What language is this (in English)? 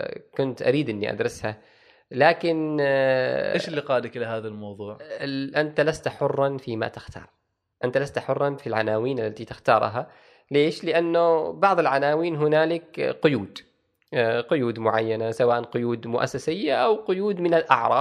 Gulf Arabic